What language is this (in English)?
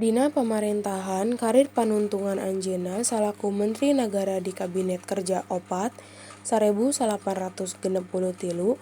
Sundanese